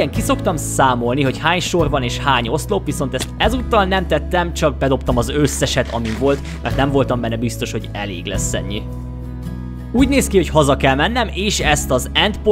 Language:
Hungarian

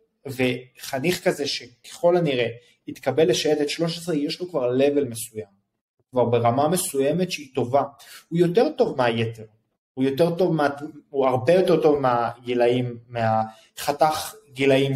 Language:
Hebrew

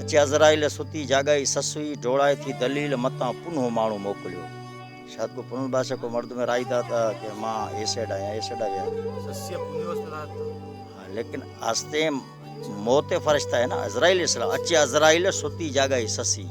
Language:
Baluchi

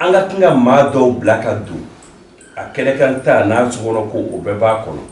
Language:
Bambara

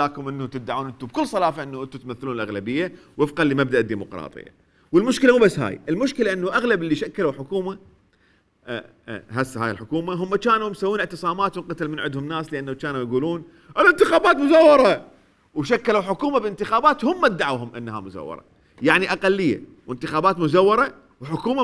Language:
Mesopotamian Arabic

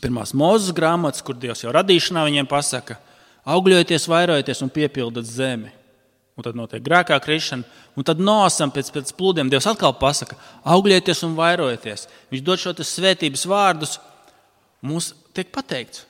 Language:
Latvian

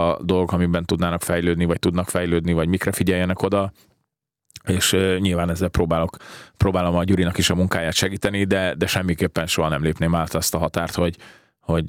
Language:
Hungarian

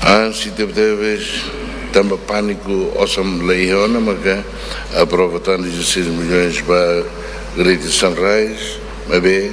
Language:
Tetum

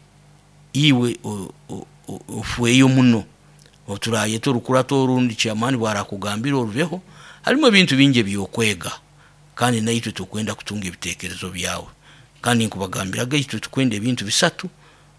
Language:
Nyoro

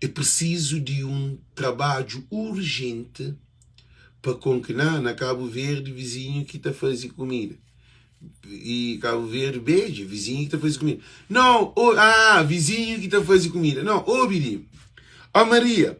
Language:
Kabuverdianu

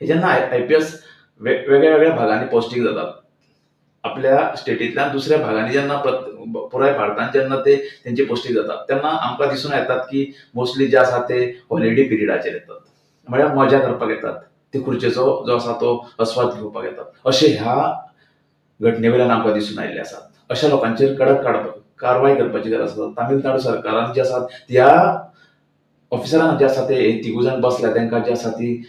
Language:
Konkani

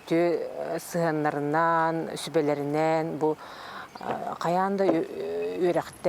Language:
Yakut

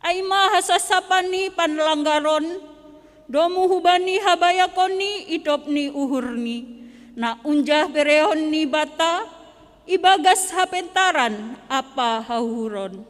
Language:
Batak Simalungun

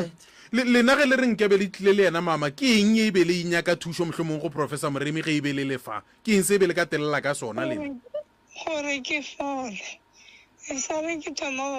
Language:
Northern Sotho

